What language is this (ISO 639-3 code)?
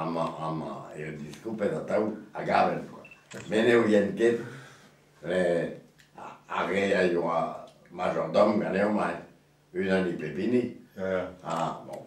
bre